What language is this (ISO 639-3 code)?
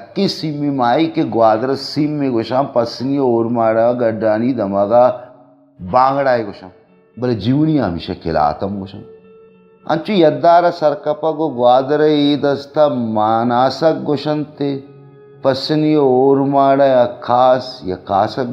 bal